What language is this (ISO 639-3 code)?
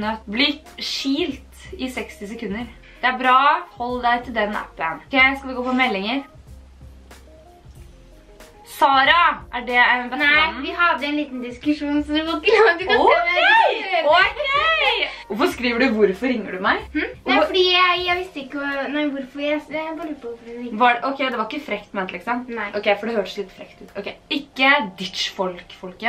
nor